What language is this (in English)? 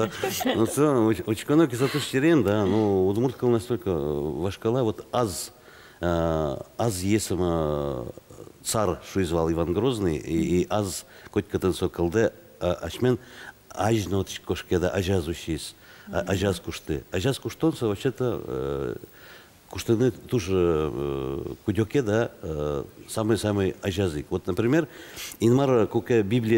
Udmurt